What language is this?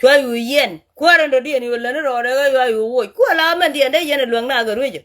Nuer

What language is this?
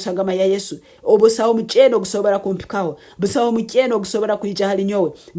Nyankole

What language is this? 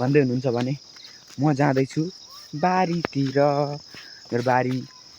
Nepali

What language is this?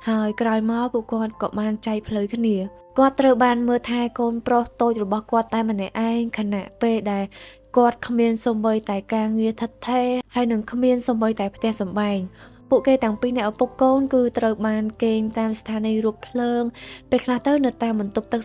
Khmer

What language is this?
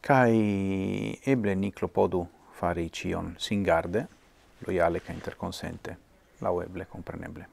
Esperanto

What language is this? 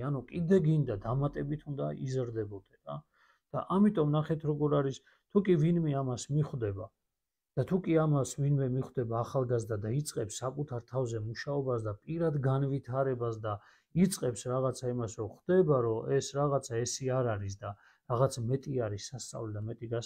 Georgian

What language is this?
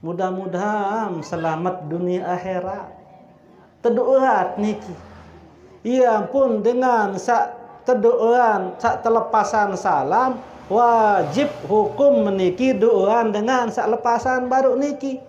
Sasak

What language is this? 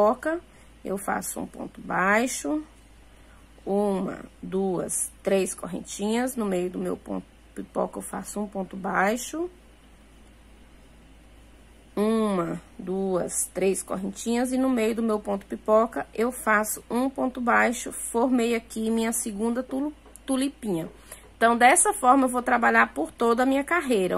Portuguese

